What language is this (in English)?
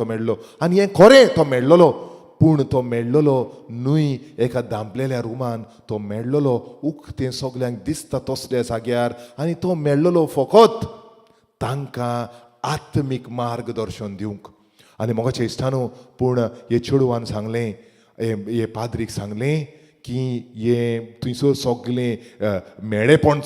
Konkani